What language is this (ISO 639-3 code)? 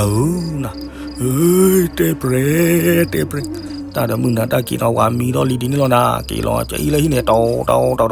ksw